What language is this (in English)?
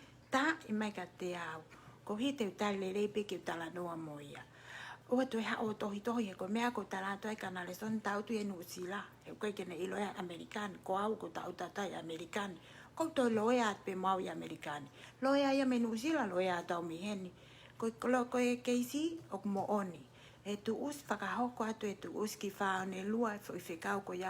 Tongan